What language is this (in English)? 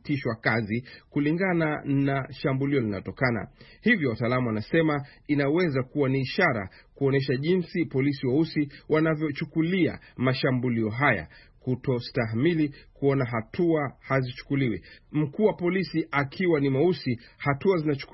Swahili